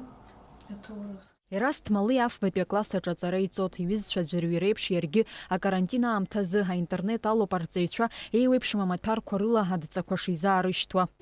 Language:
Abkhazian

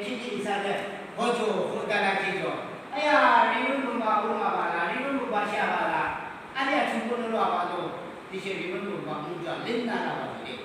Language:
Yimchungru Naga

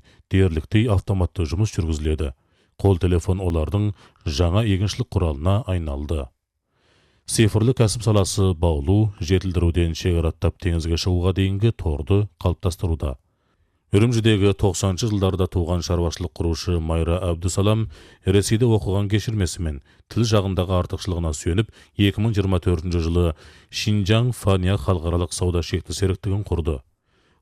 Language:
Kazakh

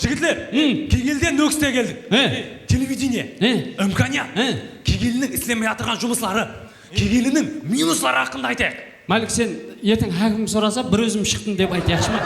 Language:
Kara-Kalpak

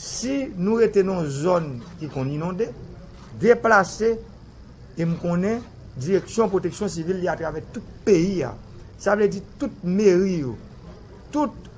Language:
Haitian Creole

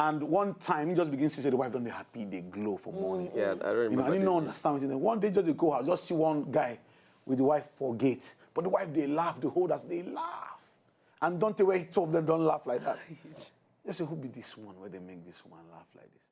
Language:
Nigerian Pidgin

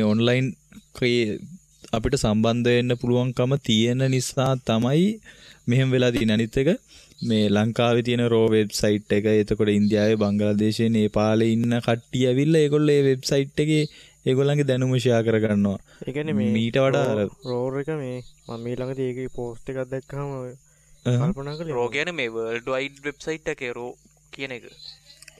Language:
Sinhala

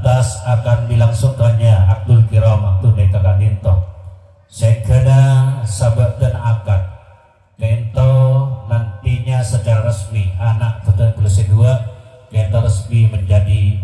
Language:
Madurese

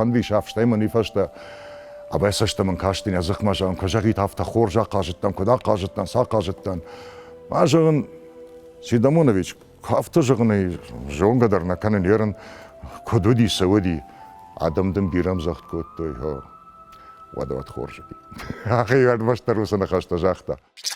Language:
Ossetic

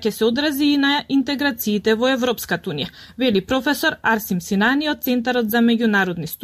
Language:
Macedonian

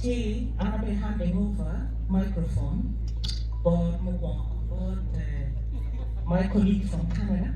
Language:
Acoli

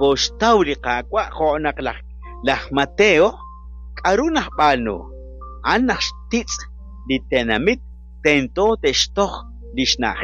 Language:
Kekchí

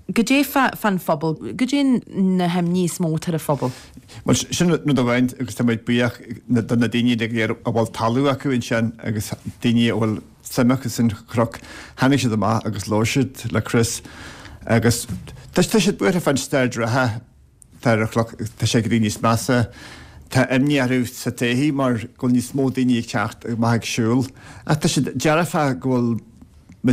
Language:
Irish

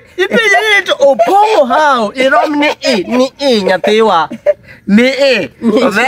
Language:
Luo (Kenya and Tanzania)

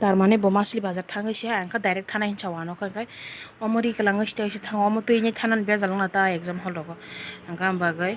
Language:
Kok Borok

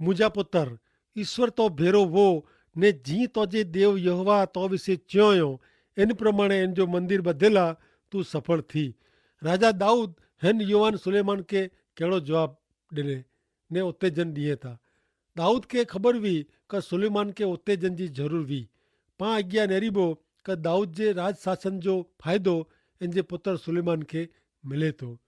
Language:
Kachhi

